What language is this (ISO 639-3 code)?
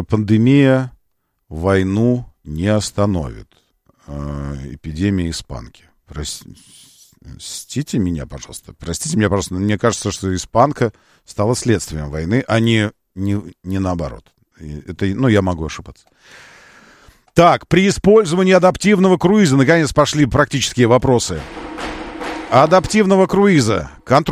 rus